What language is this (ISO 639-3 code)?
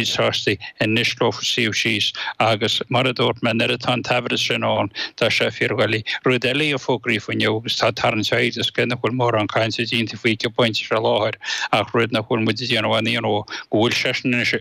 gle